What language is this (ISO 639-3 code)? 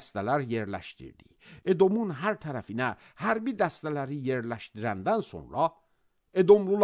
aze